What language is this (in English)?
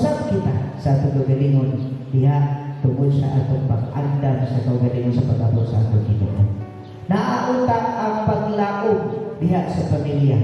Cebuano